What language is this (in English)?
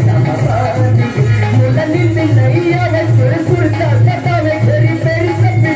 Chhattisgarhi